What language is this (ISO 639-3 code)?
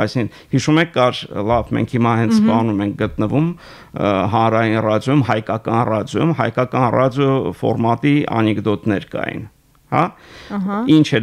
hye